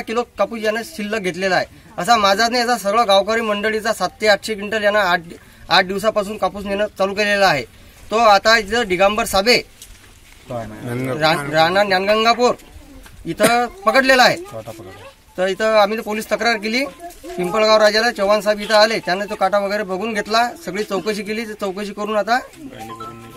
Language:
Marathi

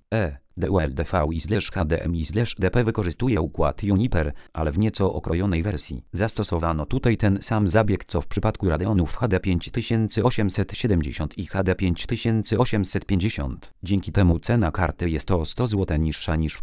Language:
Polish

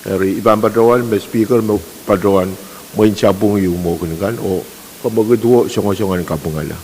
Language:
Pohnpeian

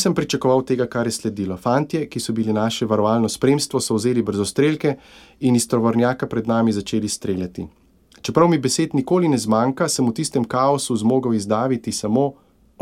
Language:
Slovenian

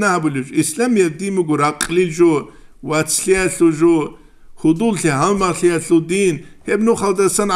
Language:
Avaric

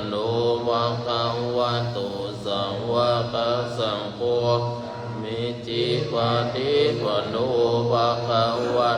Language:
Pali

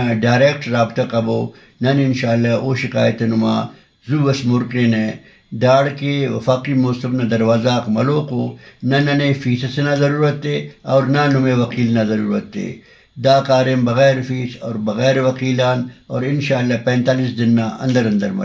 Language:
Brahui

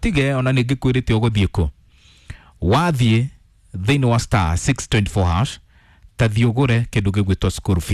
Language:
Kikuyu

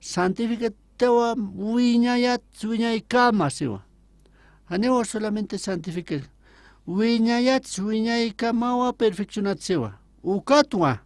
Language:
Aymara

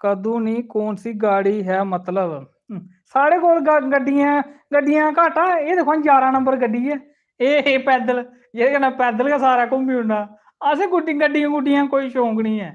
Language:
Dogri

